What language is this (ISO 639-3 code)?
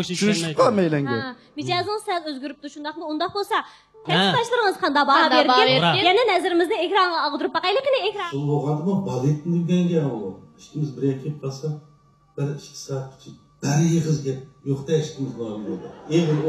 uig